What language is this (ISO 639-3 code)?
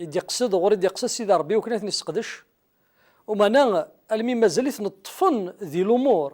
kab